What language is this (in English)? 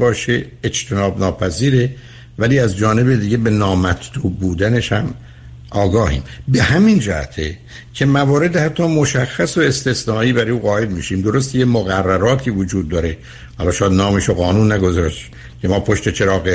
Persian